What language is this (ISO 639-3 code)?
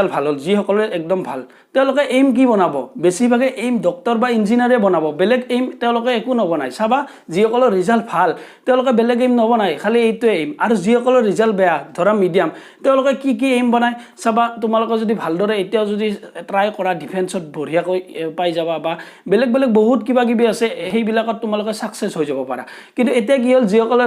asm